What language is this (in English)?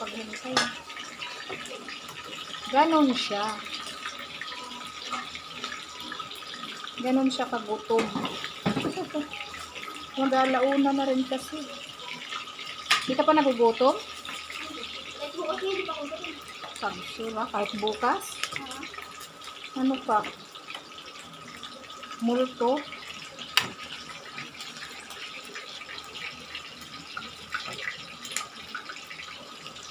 Filipino